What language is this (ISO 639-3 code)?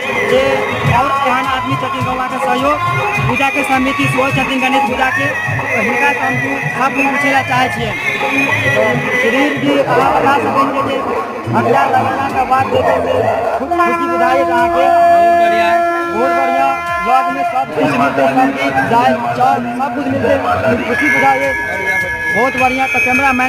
mai